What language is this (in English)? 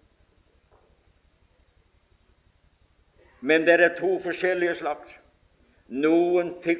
Norwegian